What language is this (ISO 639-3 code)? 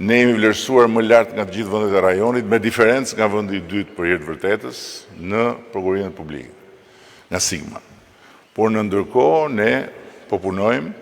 sqi